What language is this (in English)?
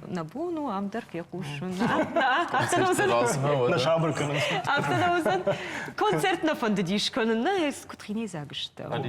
Ossetic